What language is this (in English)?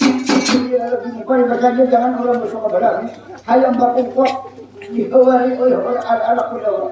Banjar